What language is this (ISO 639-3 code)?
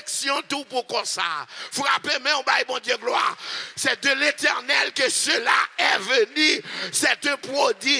fra